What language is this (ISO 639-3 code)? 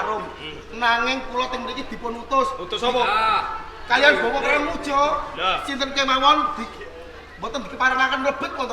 jav